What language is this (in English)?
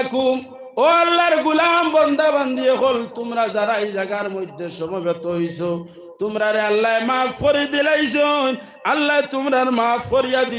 Sylheti